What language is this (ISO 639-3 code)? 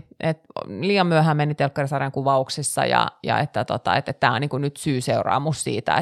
fin